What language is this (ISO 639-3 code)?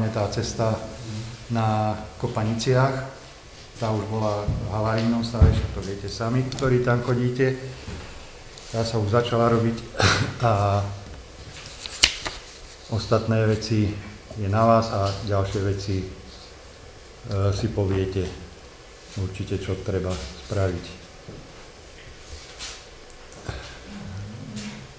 slk